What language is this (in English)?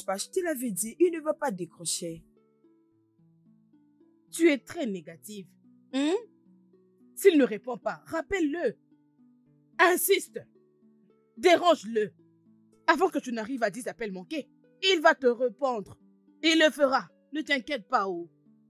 French